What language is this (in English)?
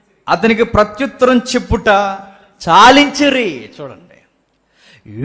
Telugu